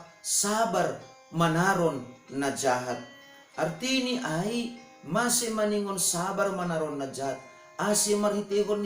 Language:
Batak Simalungun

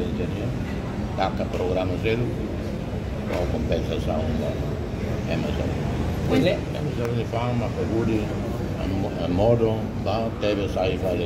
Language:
Tetum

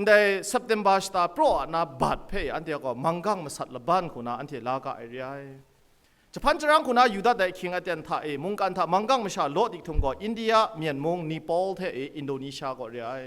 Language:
Kachin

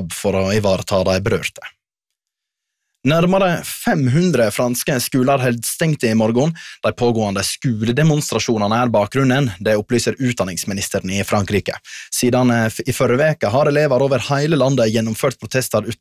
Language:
Norwegian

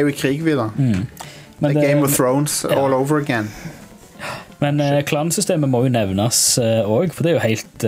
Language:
Norwegian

